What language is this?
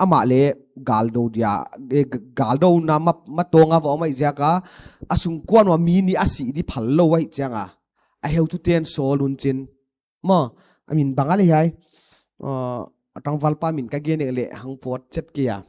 Paite Chin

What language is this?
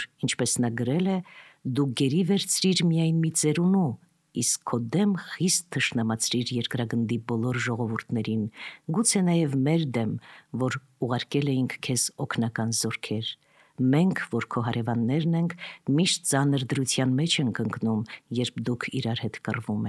Armenian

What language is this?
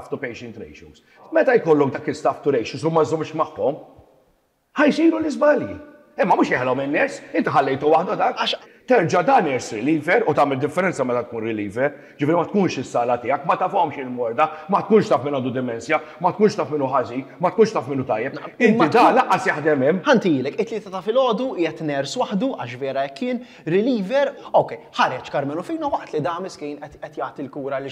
Maltese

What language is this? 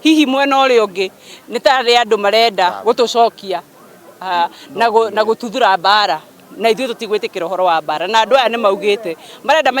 Kikuyu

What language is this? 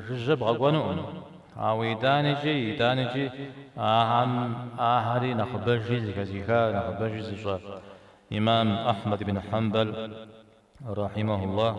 Kabardian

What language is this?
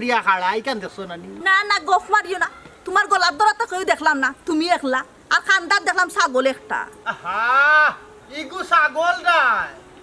Sylheti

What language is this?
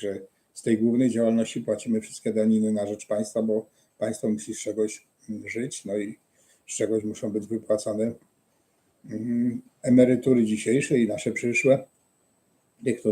Silesian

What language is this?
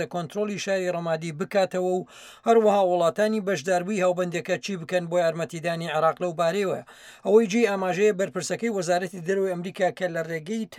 Central Kurdish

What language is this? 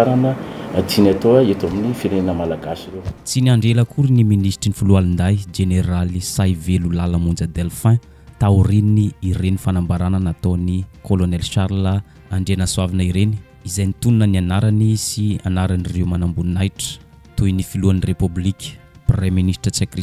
Malagasy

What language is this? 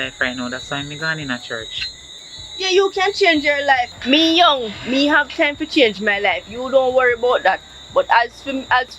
Jamaican Creole English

